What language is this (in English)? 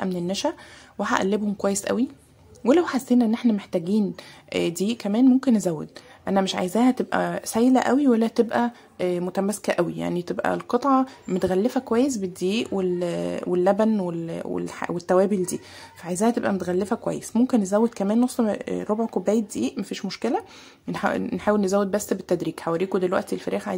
Egyptian Arabic